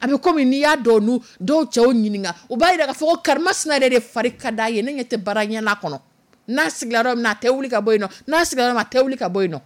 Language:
Dyula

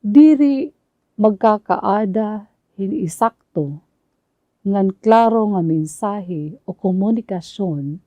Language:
Waray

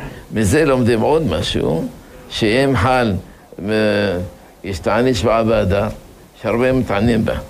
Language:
Hebrew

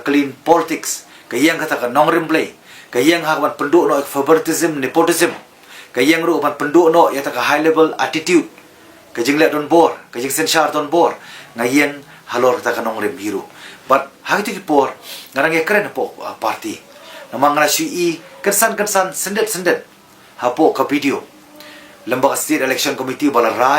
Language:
Khasi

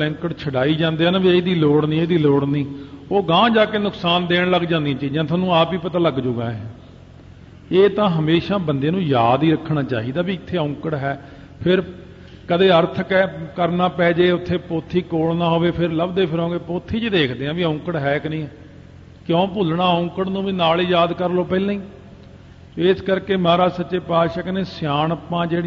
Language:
Punjabi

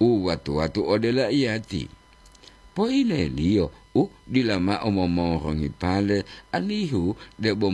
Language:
Gorontalo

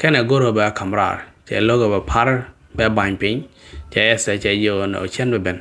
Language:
Nuer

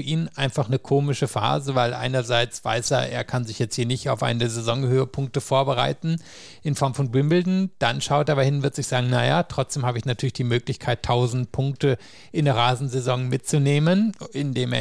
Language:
German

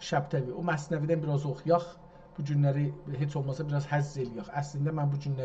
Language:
South Azerbaijani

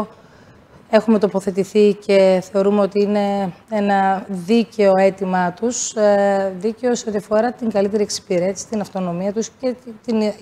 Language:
Greek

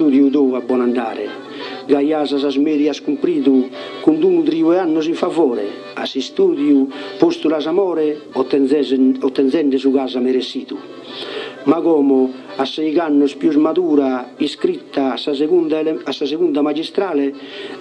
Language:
Sardinian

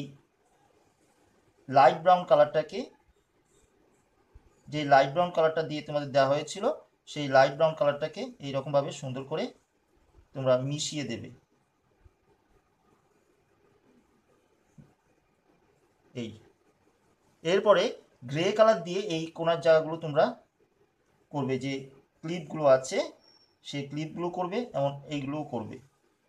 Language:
Bangla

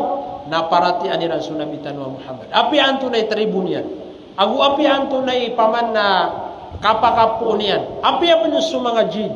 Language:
Maranao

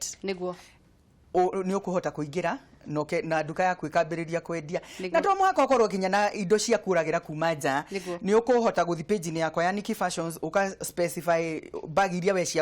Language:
Kikuyu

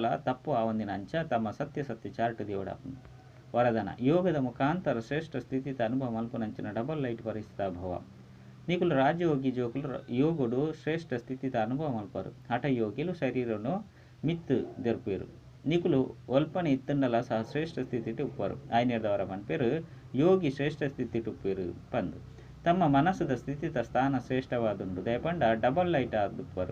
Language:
Tulu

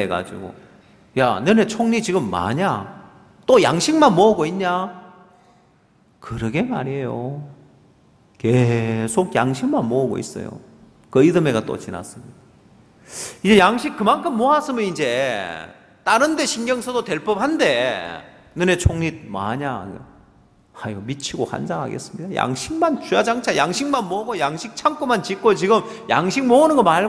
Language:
Korean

